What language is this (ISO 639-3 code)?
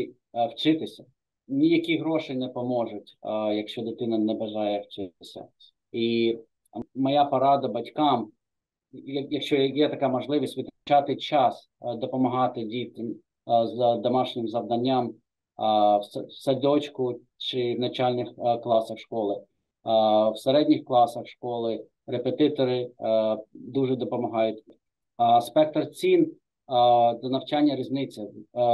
ukr